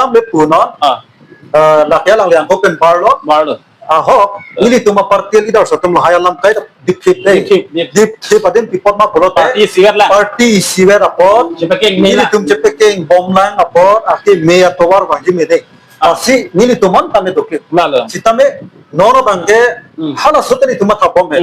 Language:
Karbi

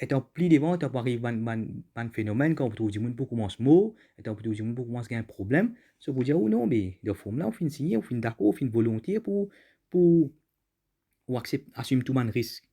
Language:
Morisyen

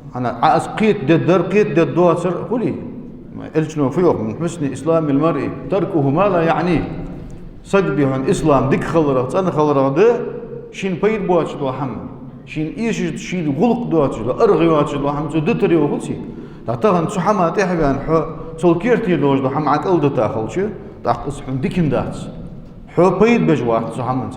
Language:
Ingush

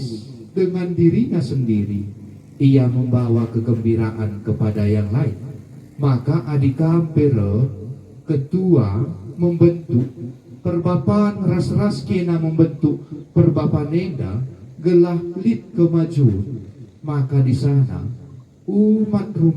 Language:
Batak Karo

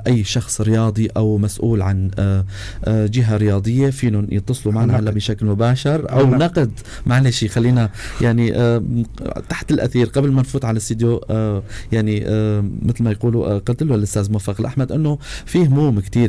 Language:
North Levantine Arabic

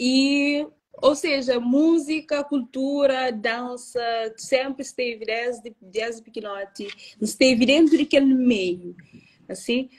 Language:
Kabuverdianu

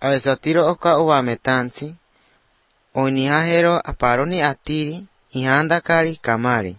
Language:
Basque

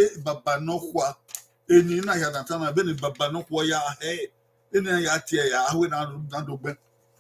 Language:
Bini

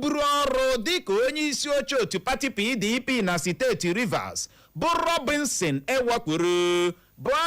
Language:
Igbo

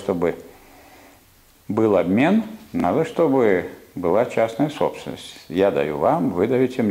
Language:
Russian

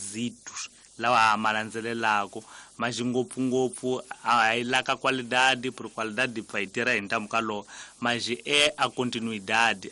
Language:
Tsonga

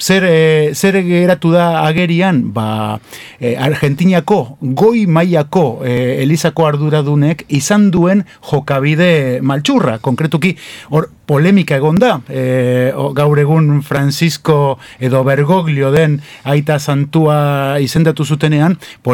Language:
Basque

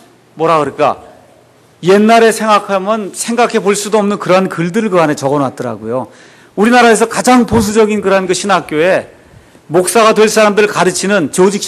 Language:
Korean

